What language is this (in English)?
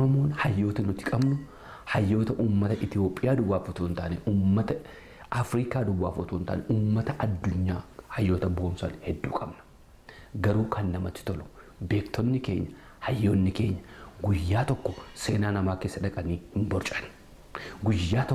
Oromo